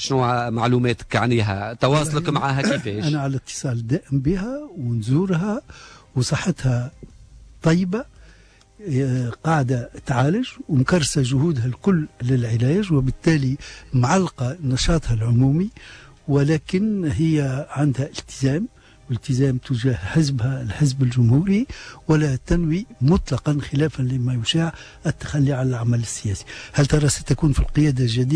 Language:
Tunisian Arabic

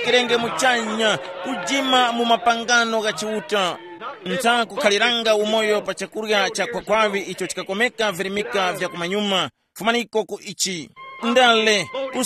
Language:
Tumbuka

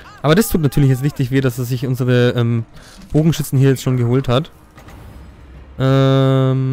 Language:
German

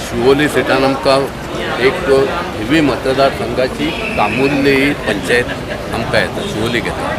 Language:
Konkani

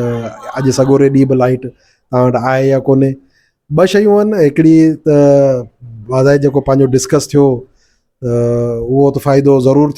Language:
Sindhi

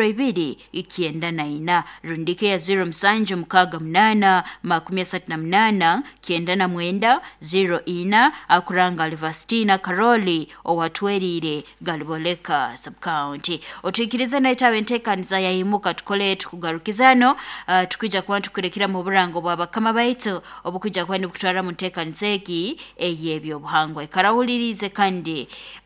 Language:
Nyoro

